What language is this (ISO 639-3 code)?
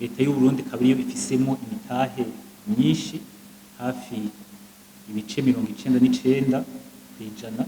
run